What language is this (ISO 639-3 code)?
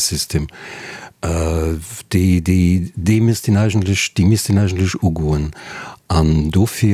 ltz